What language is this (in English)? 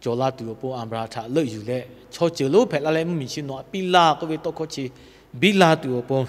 Lahu